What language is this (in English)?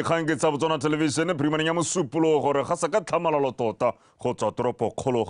Tswana